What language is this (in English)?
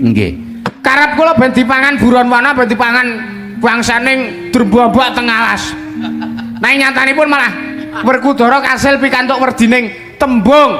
Javanese